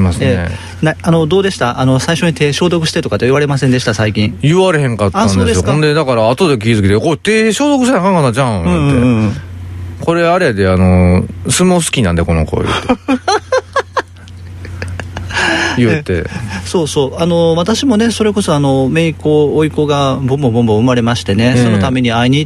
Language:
Japanese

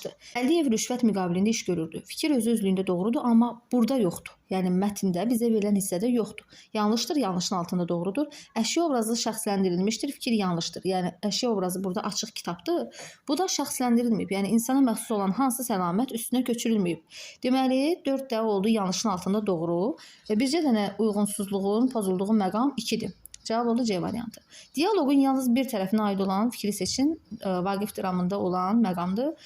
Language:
Azerbaijani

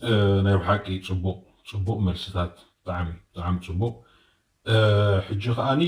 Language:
Tigrinya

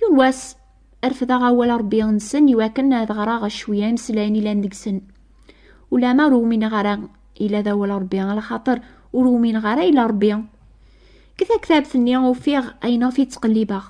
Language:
Kabyle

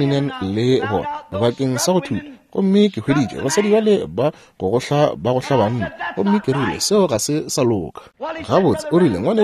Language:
Northern Sotho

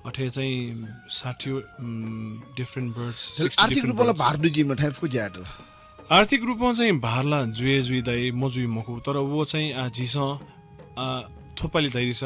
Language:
Newari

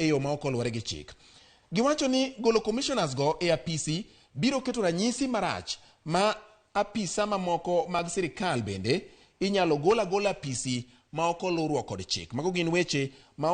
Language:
Luo (Kenya and Tanzania)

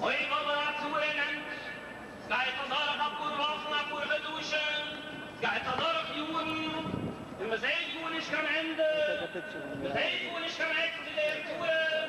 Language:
Yiddish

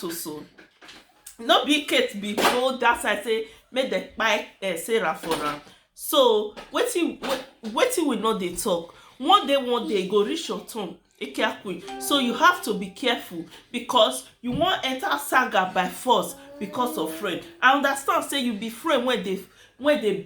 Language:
Nigerian Pidgin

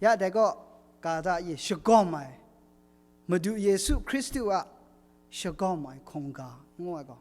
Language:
Kachin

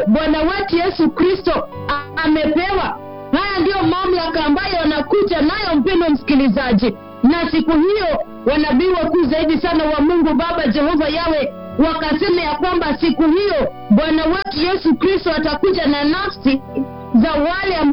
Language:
Swahili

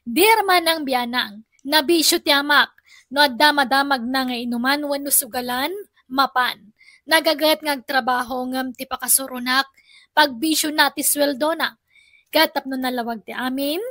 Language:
Iloko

